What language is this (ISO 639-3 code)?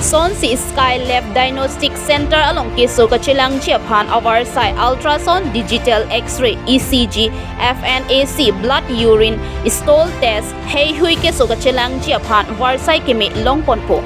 mjw